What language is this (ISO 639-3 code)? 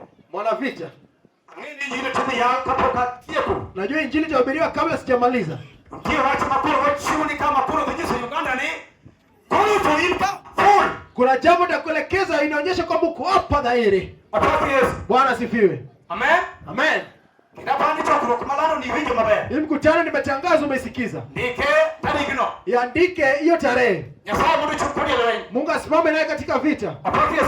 luo